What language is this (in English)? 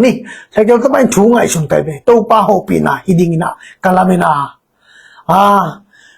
Tedim Chin